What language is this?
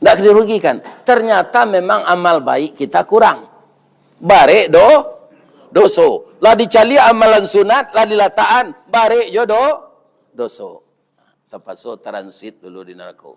Minangkabau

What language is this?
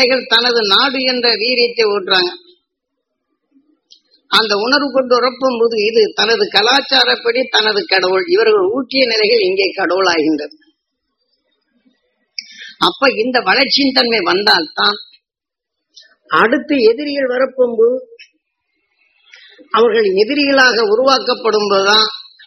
Tamil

